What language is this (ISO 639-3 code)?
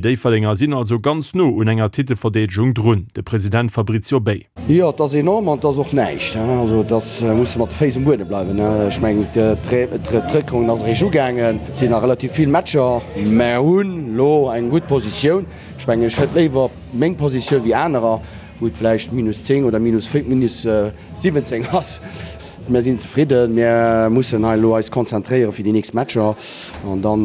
ltz